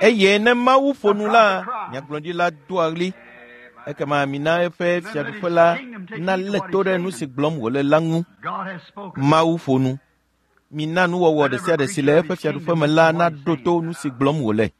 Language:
Ewe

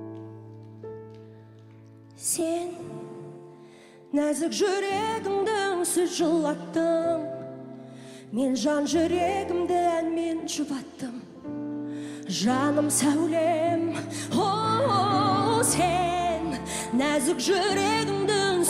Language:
Kazakh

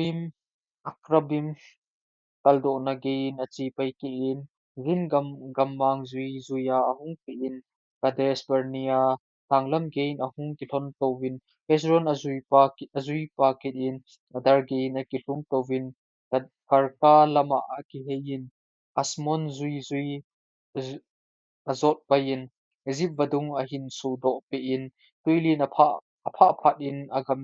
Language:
Thado Chin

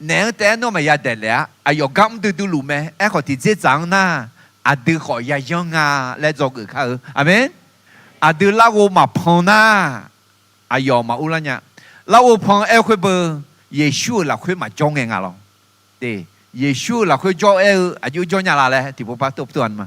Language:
Akha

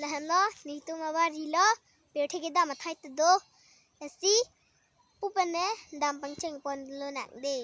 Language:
Karbi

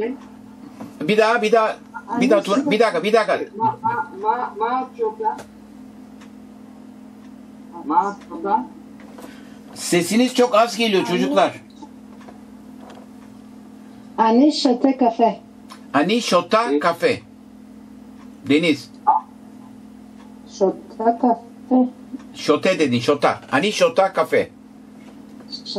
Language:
Turkish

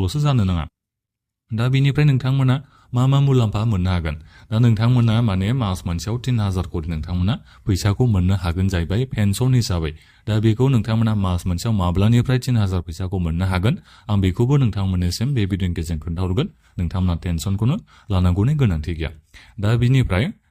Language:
Bodo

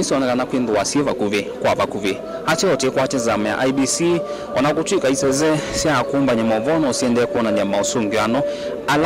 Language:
Kamba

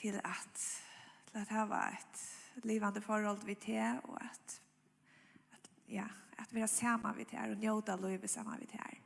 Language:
Faroese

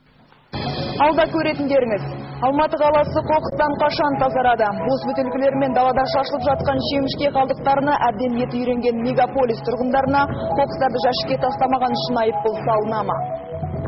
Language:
Kazakh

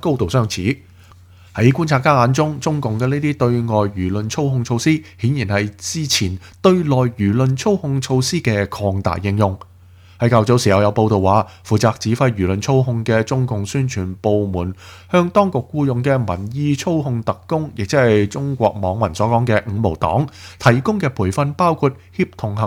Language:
Cantonese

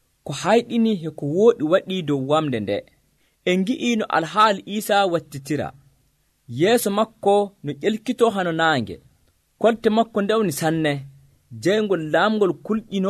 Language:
Nigerian Fulfulde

